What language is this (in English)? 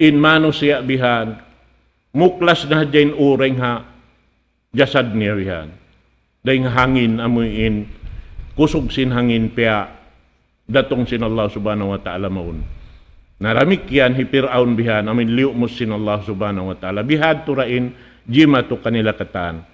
Tausug